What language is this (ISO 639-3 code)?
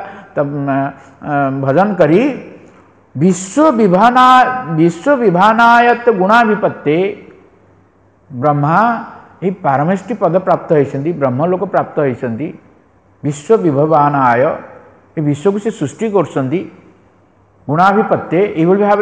ori